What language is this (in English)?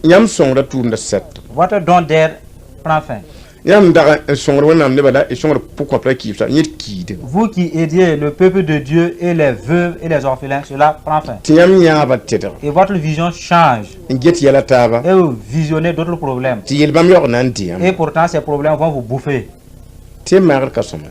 Mossi